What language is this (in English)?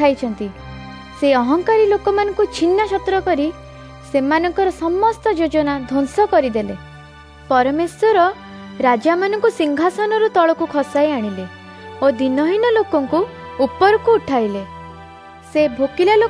Odia